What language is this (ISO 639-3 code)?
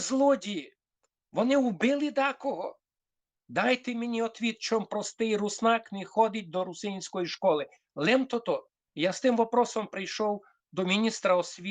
rue